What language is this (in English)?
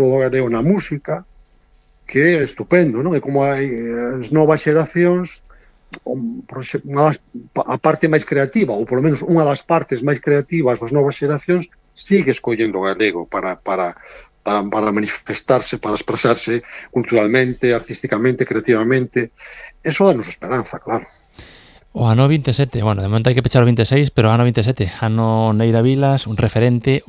Galician